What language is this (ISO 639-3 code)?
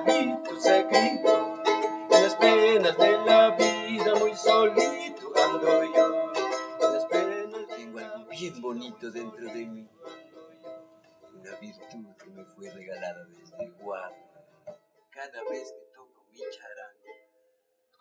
spa